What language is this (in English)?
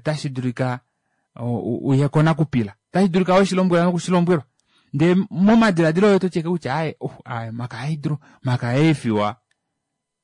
Kuanyama